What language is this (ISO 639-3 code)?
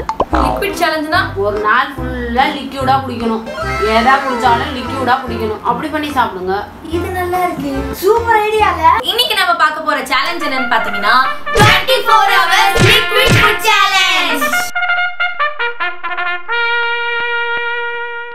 tam